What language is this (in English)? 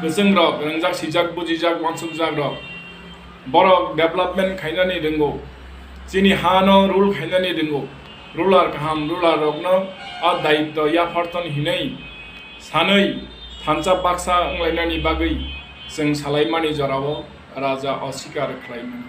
Kok Borok